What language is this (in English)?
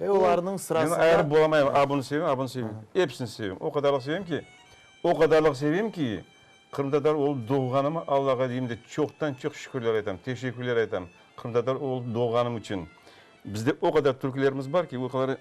Crimean Tatar